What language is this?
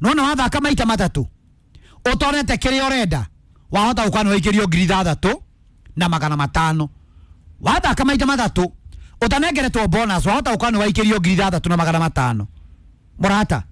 Kikuyu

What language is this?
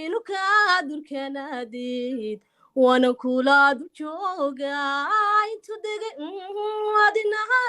Somali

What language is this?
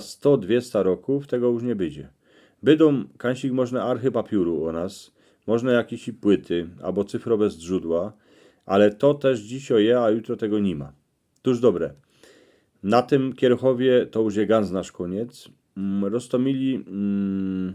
Silesian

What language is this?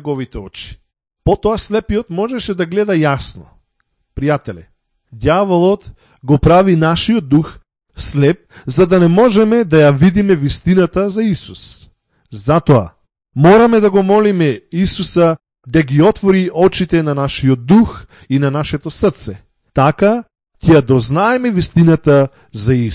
Macedonian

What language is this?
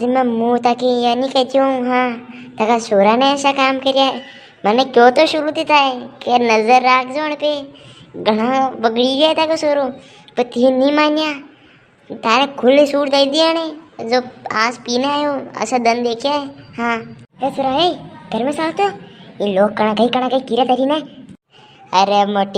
Rajasthani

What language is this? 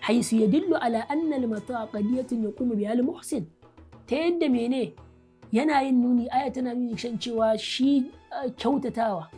Hausa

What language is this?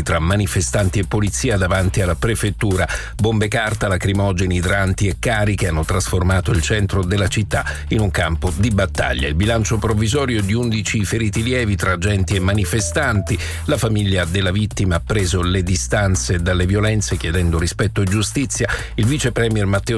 Italian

